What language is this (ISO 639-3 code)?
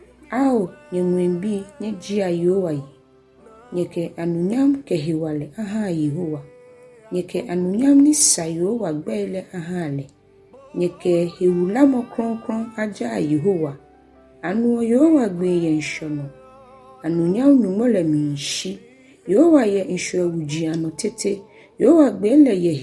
gaa